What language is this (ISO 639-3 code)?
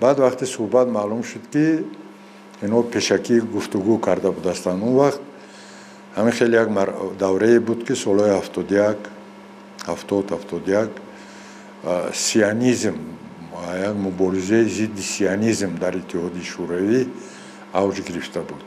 tgk